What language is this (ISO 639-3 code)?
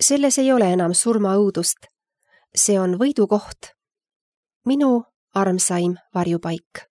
est